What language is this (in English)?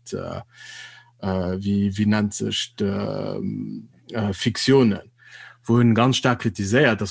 Luxembourgish